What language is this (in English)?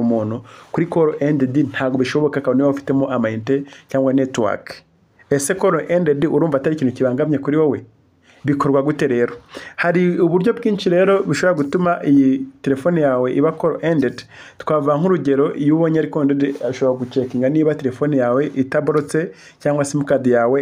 Kinyarwanda